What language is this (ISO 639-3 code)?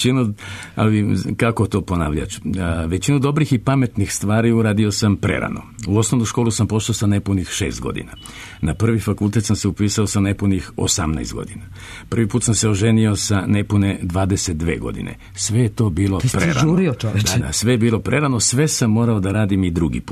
srp